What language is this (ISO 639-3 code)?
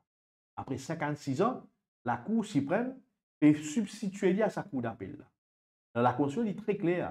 mfe